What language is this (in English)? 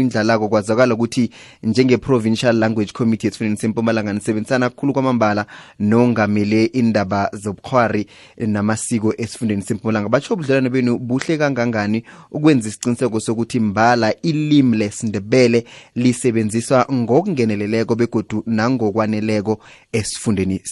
South Ndebele